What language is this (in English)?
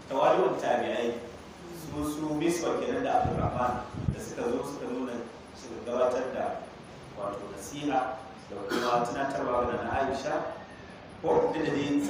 Hausa